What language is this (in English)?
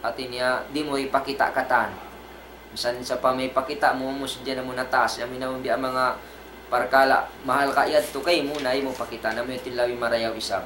Tausug